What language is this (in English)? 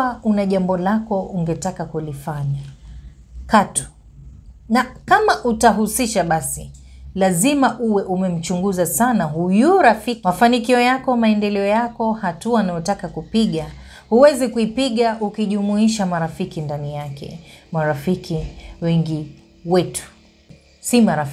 Swahili